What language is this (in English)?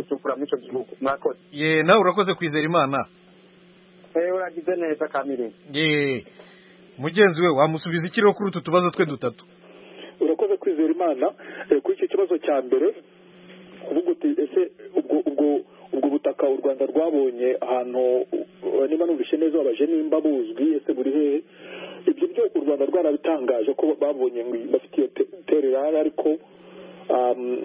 Kinyarwanda